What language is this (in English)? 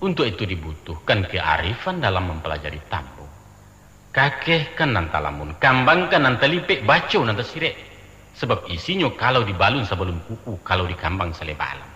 Minangkabau